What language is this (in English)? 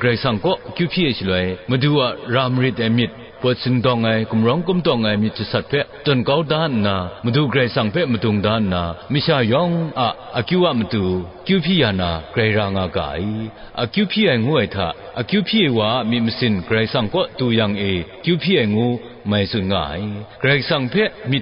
Kachin